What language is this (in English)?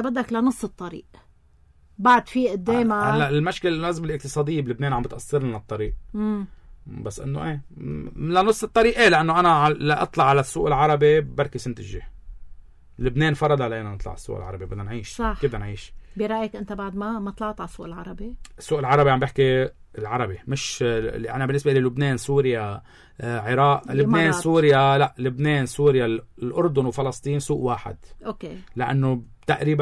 North Levantine Arabic